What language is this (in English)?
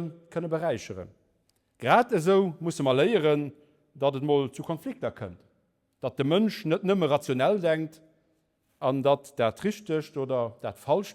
Luxembourgish